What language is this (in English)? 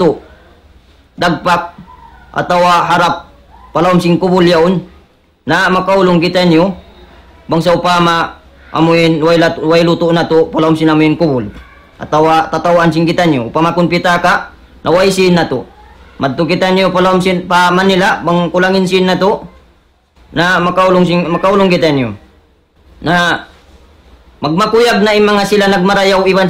Tausug